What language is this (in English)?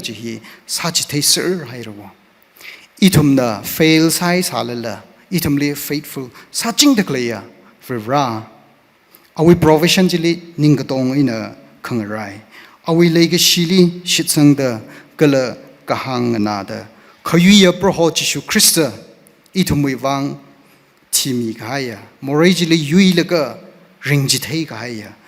Tangkhul Naga (India)